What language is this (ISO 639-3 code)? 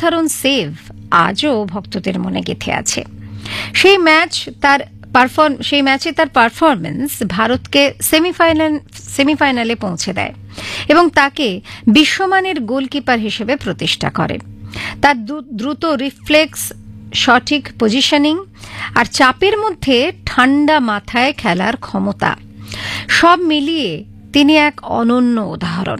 ben